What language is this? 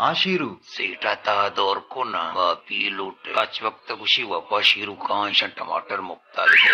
Baluchi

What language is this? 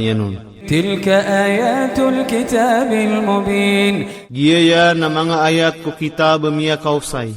Maranao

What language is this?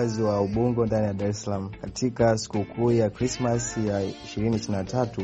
Swahili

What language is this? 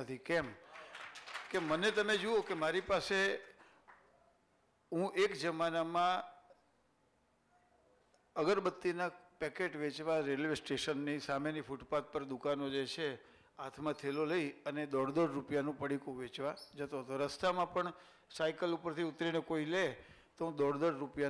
Gujarati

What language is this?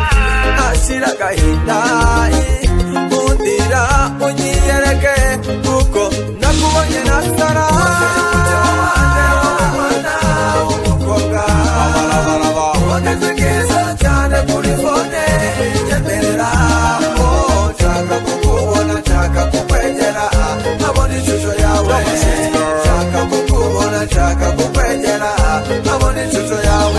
Kinyarwanda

